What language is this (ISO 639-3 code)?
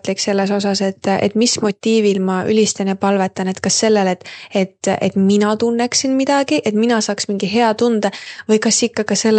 est